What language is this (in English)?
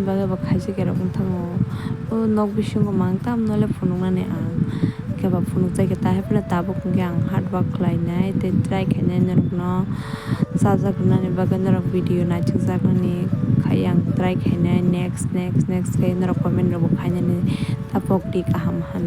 Kok Borok